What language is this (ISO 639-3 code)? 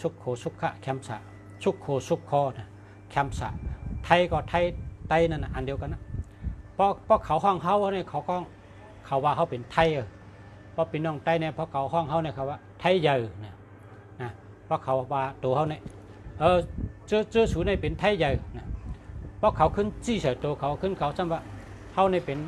shn